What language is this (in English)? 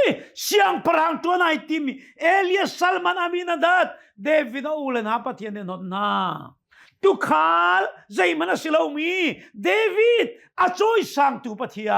Hakha Chin